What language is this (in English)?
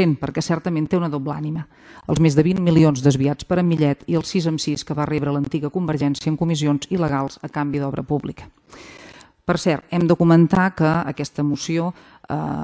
Catalan